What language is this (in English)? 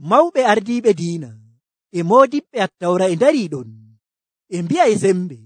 Nigerian Fulfulde